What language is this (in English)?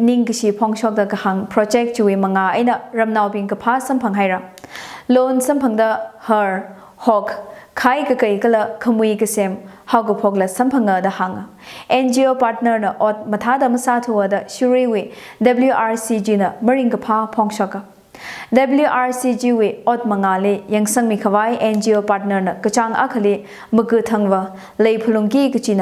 Tangkhul Naga (India)